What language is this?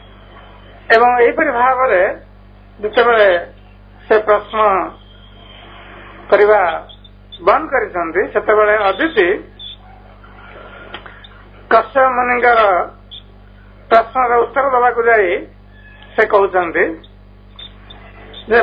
Odia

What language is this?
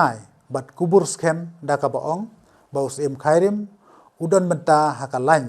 Khasi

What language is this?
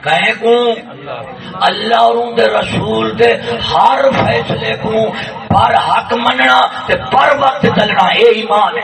Saraiki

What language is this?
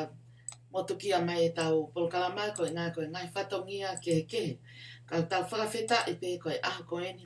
Tongan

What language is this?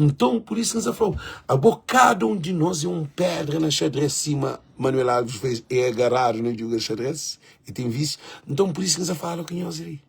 Kabuverdianu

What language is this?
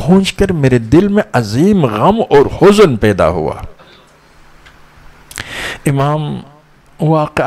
Urdu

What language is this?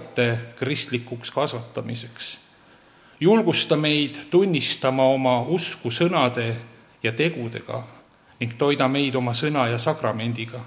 Estonian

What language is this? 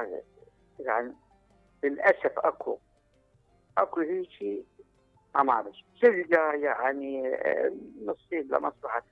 Mesopotamian Arabic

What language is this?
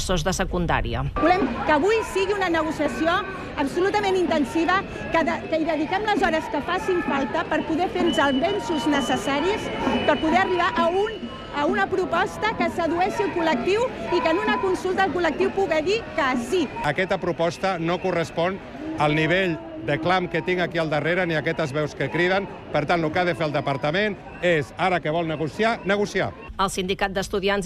Catalan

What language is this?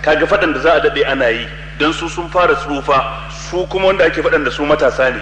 Hausa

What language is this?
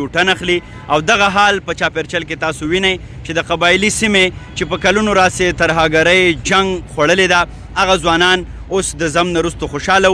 Pashto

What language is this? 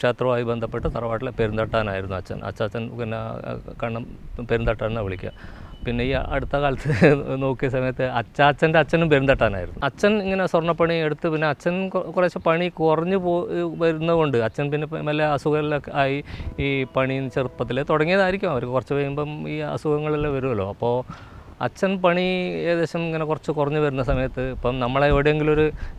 Malayalam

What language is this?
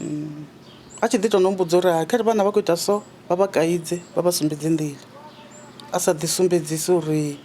Venda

